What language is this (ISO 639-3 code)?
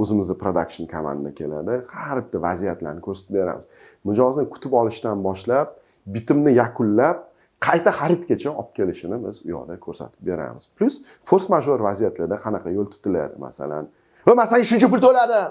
uzb